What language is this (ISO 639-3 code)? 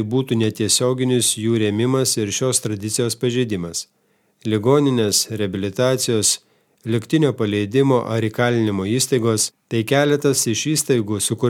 lit